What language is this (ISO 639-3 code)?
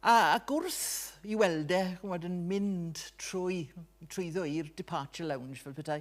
cym